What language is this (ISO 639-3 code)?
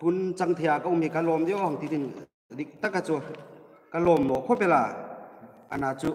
hmr